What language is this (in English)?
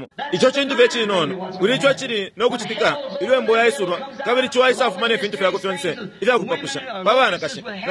Bemba